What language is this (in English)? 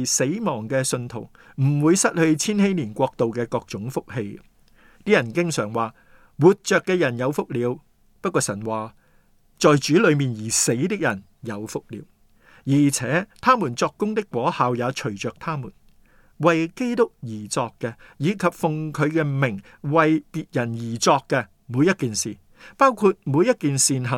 Cantonese